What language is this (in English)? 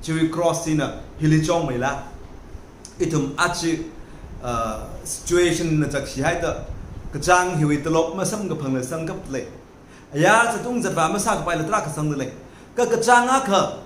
Tangkhul Naga (India)